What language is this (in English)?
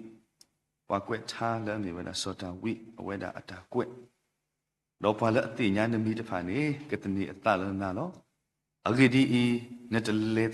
S'gaw Karen